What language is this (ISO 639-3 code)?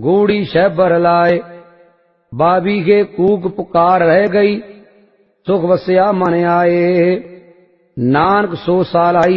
pan